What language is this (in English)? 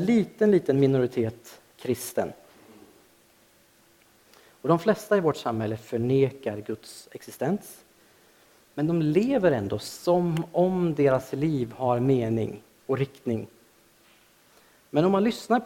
Swedish